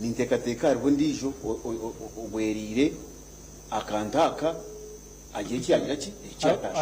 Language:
Nyankole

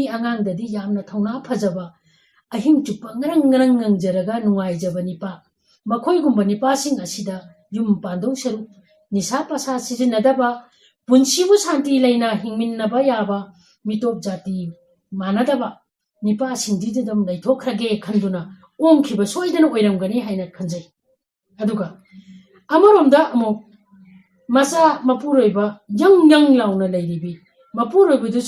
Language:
Manipuri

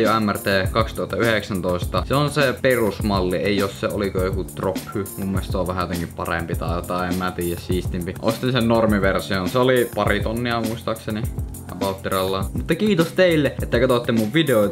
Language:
Finnish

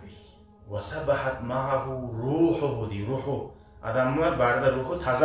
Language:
Kumyk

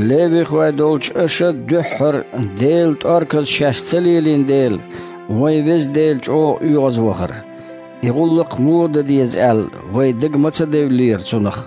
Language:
Chechen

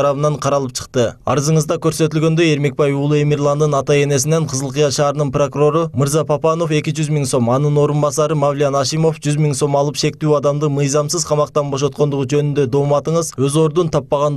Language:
Kyrgyz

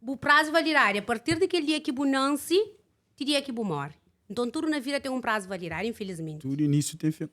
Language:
Kabuverdianu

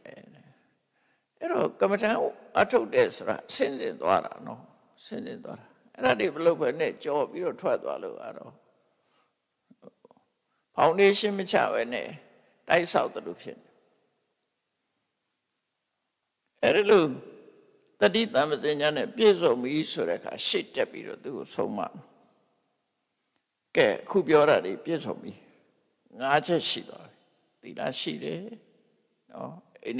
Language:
Burmese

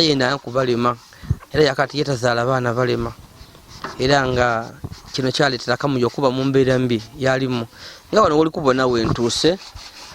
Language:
Ganda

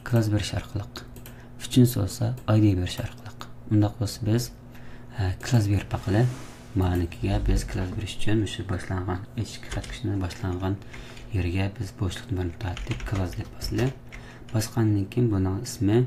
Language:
Uyghur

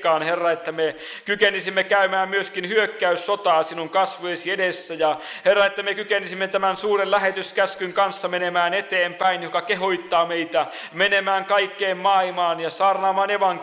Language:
Finnish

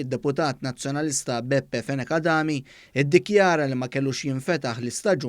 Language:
Maltese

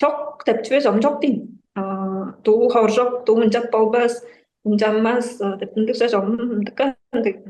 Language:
Tuvinian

